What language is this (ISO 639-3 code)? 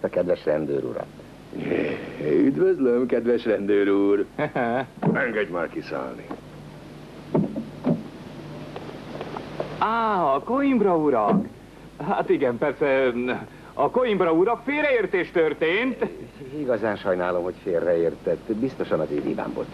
hun